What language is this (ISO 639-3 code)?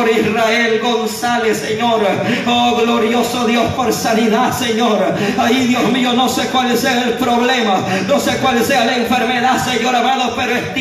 spa